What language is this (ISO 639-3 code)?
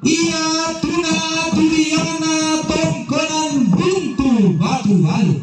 sda